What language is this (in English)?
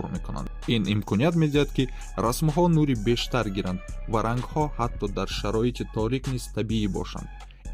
Tajik